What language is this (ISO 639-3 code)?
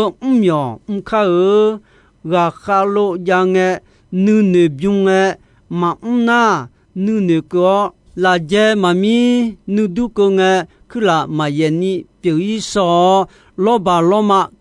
ahk